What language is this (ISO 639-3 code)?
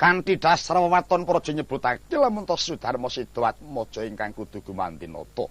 jav